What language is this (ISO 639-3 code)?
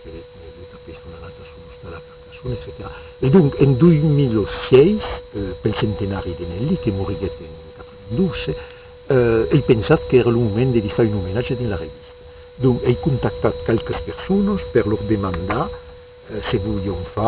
oci